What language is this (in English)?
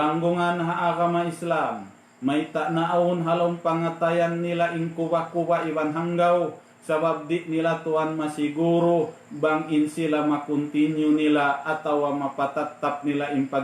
Tausug